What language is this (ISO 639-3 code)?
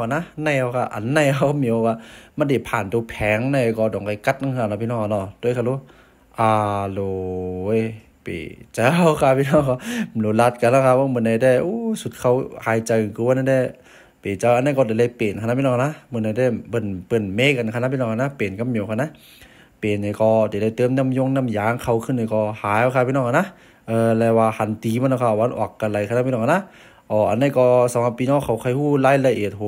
shn